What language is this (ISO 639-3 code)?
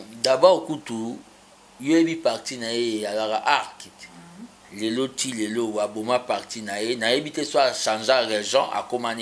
lin